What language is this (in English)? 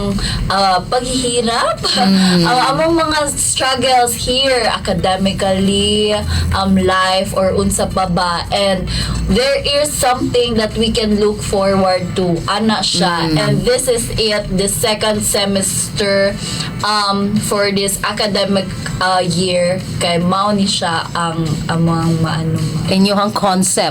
Cebuano